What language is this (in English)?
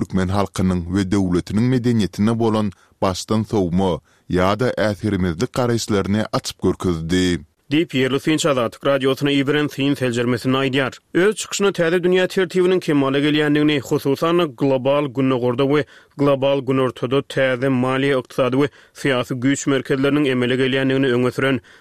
Turkmen